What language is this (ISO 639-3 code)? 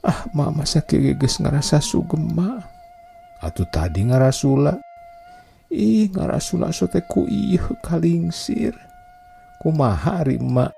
sun